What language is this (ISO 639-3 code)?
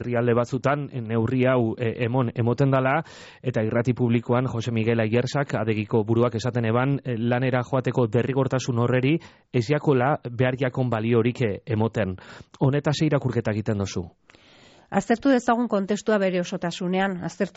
eus